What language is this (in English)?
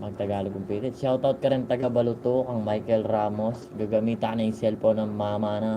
Pampanga